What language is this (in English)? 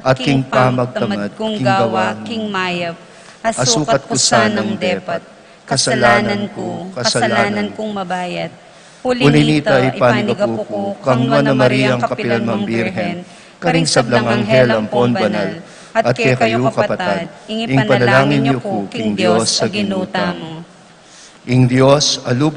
Pampanga